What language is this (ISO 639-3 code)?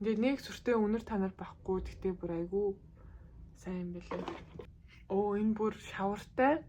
mon